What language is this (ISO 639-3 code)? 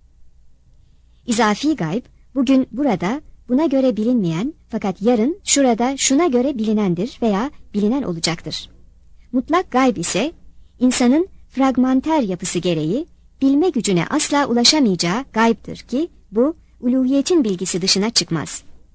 tur